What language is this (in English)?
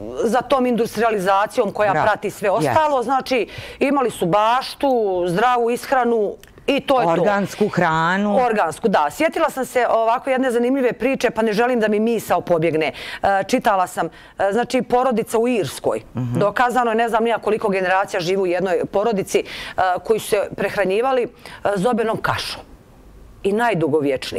Bosnian